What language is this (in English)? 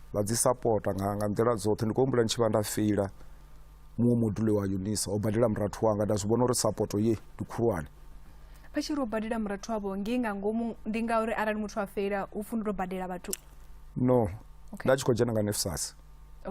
Venda